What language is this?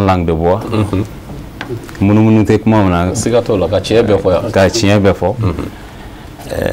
Bambara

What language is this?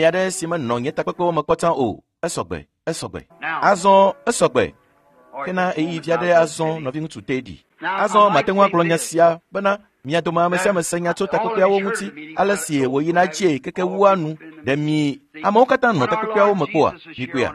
Ewe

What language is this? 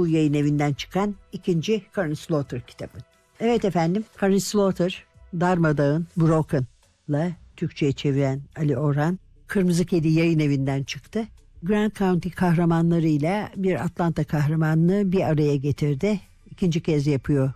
Turkish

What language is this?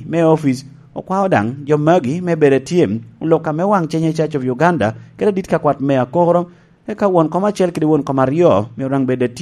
Lango (Uganda)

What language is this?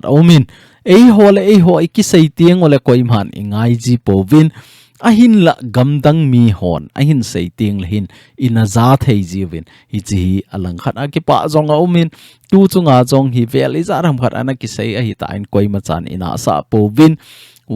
Thado Chin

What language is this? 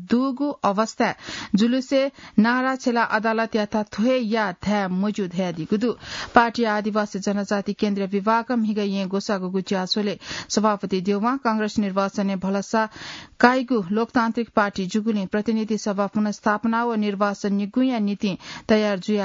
Newari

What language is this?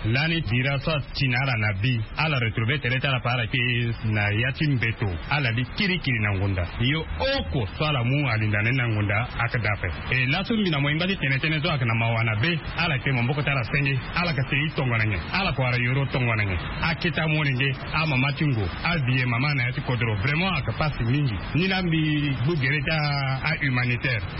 Sango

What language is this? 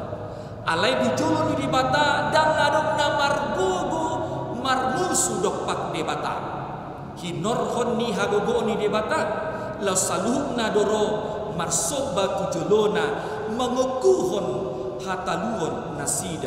Batak Toba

